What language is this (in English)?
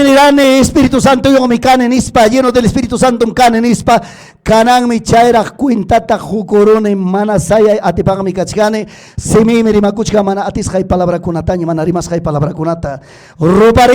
Ayacucho Quechua